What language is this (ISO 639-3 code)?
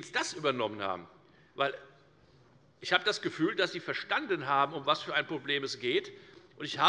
deu